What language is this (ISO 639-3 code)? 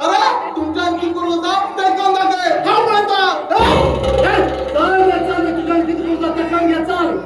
kok